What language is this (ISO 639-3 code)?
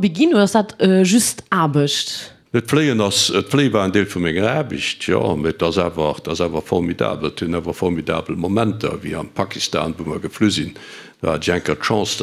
ltz